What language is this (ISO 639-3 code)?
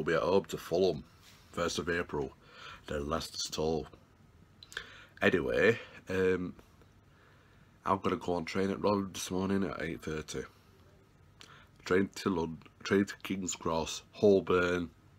eng